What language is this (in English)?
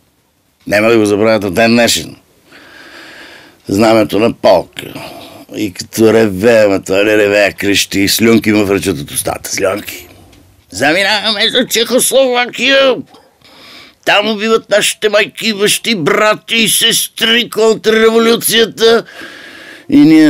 Bulgarian